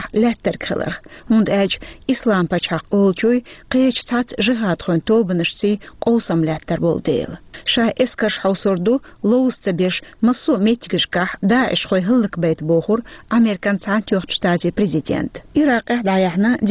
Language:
Chechen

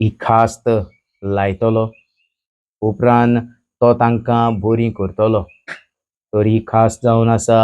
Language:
Konkani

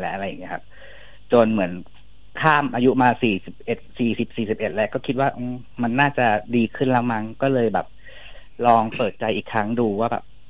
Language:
Thai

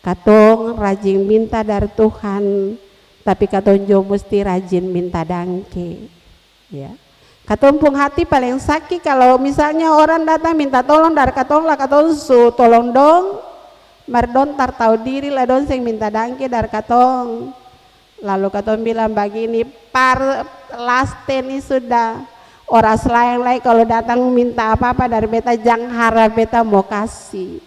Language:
Ambonese Malay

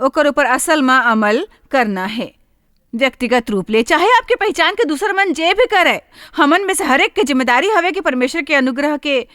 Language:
Chhattisgarhi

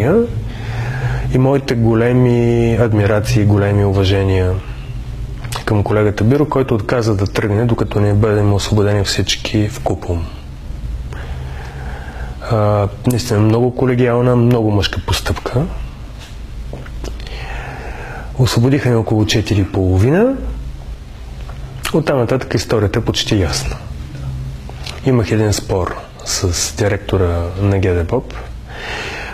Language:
Bulgarian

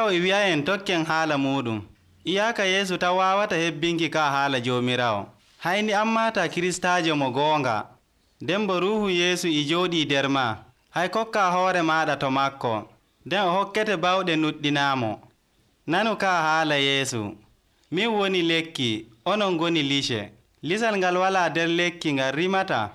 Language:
Nigerian Fulfulde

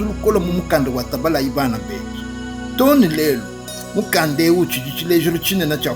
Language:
Luba-Lulua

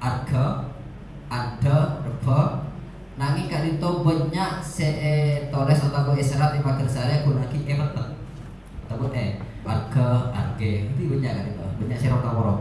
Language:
Madurese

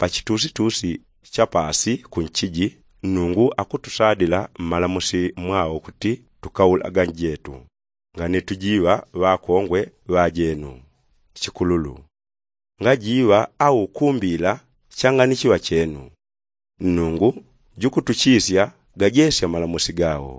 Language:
Yao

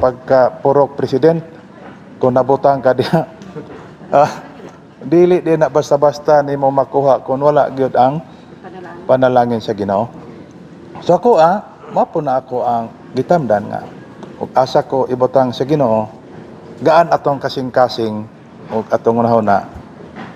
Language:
Cebuano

